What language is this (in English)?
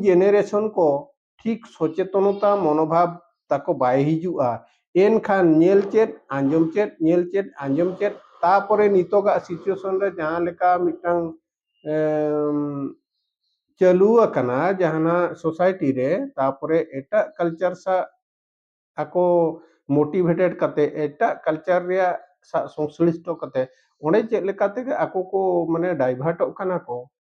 Santali